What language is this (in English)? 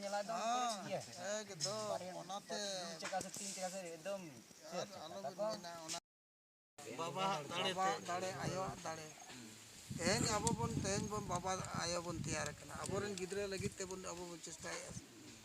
Santali